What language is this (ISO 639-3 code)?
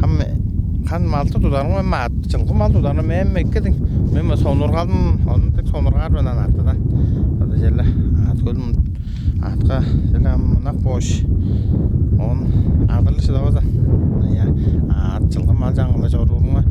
tyv